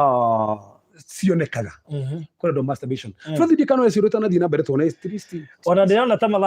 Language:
Kikuyu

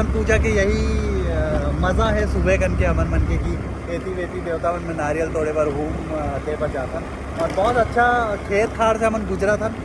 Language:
Chhattisgarhi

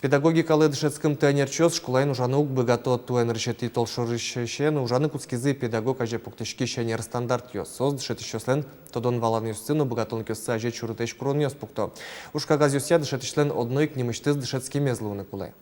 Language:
Udmurt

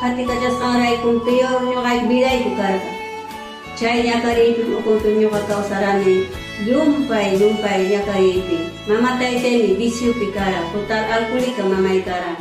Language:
Ayacucho Quechua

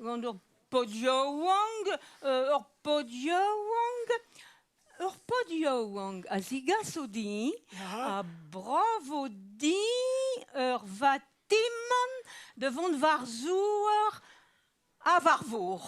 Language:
Breton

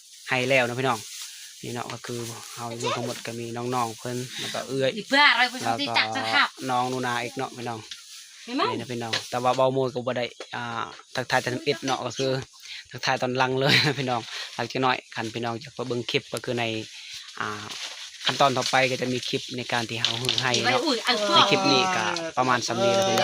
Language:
Lao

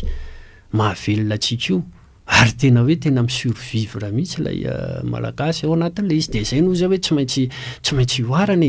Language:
Malagasy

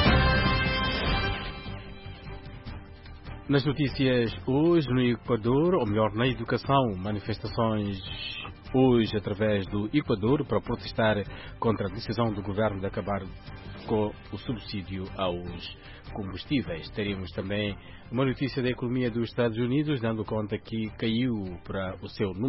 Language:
Portuguese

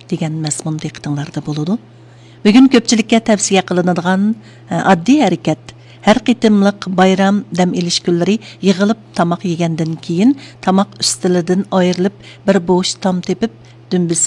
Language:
Uyghur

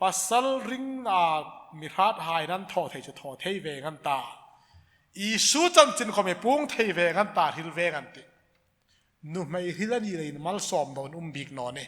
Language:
Hmar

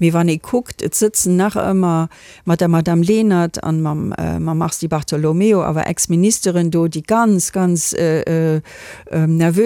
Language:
Luxembourgish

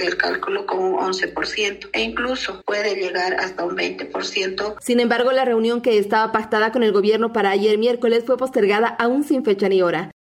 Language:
Spanish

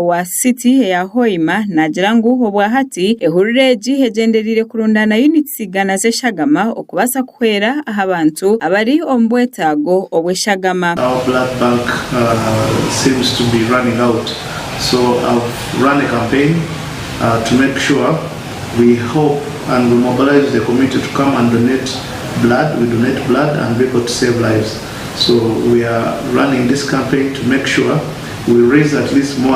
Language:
Nyankole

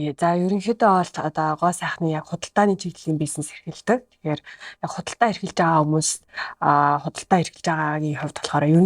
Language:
Mongolian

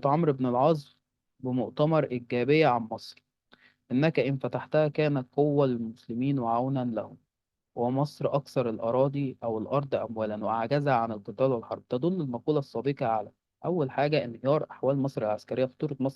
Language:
Egyptian Arabic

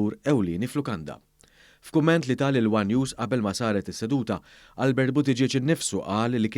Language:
Maltese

